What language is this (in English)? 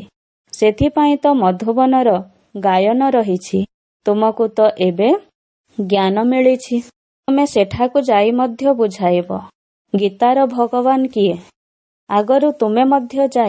Odia